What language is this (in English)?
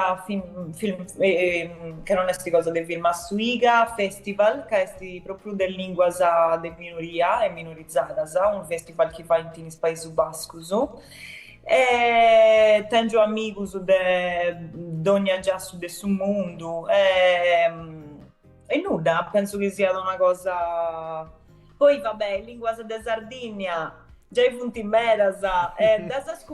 Sardinian